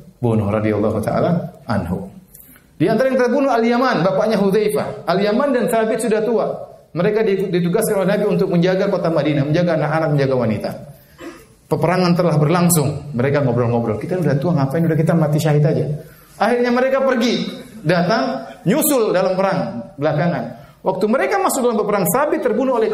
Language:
Indonesian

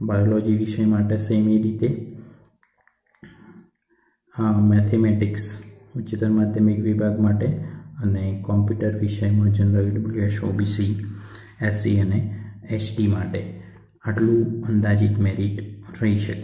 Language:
Gujarati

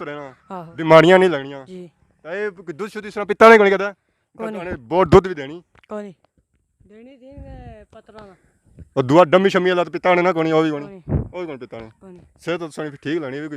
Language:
Pahari-Potwari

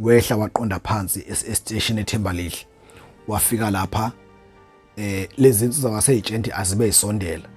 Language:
Zulu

